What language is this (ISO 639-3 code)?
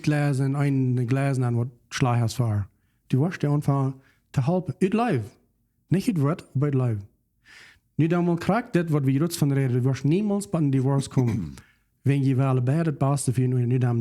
pdt